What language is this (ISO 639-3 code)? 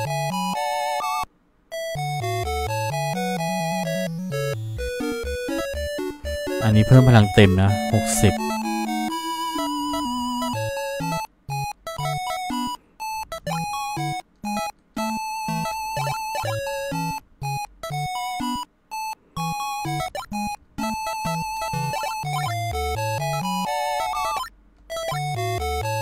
tha